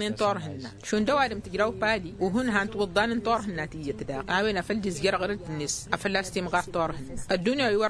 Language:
Tamasheq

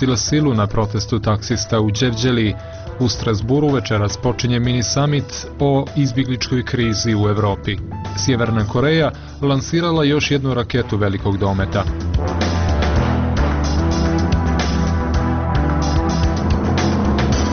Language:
Croatian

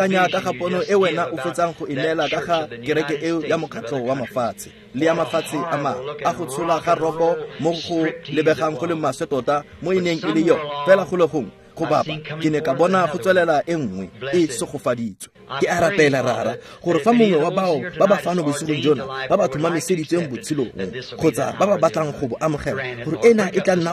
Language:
Tswana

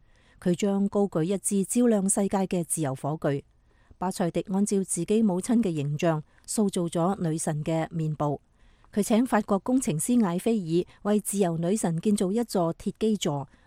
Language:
Cantonese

